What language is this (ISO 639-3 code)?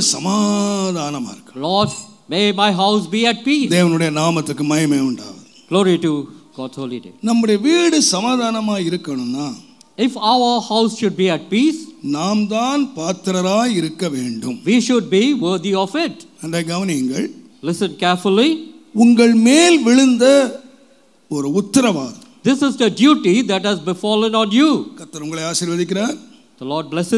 tam